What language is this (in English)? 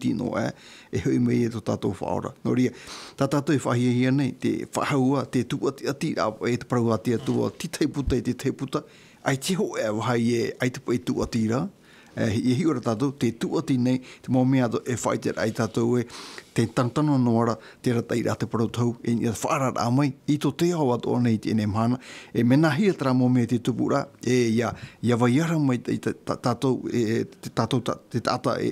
Tahitian